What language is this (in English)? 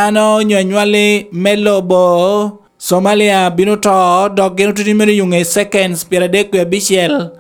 Lango (Uganda)